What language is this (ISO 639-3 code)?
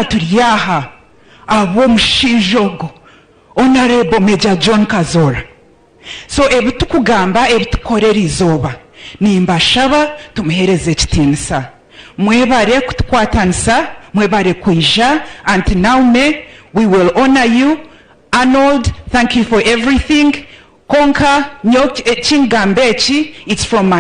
nyn